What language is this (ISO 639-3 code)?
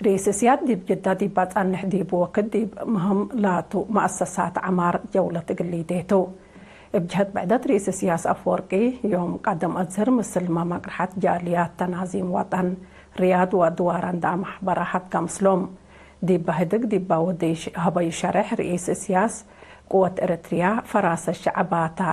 tig